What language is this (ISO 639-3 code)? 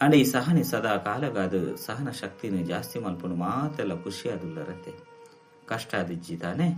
tcy